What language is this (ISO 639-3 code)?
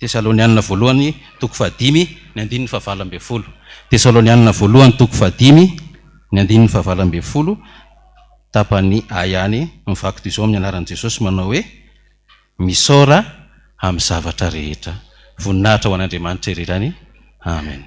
mlg